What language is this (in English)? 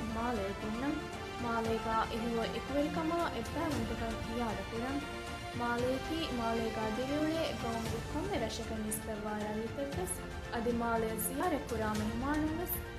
Divehi